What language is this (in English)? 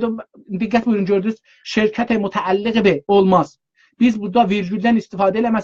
South Azerbaijani